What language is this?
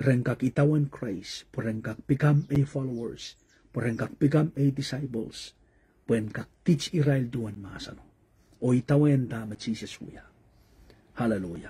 Pohnpeian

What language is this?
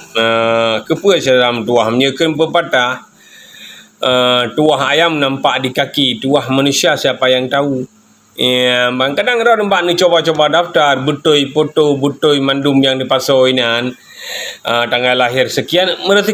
Achinese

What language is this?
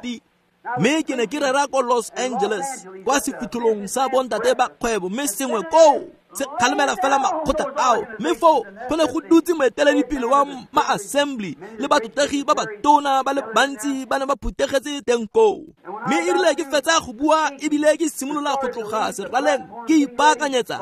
Tswana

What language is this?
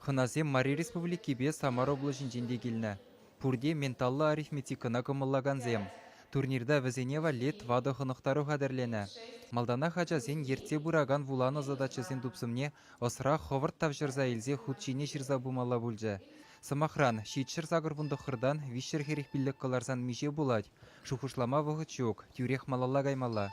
Chuvash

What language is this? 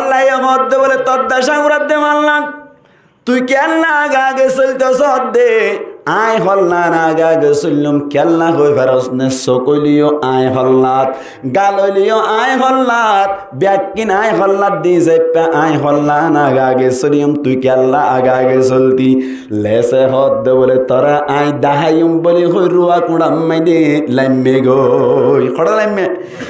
Rohingya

